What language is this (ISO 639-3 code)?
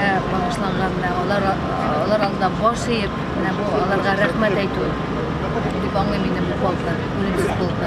tat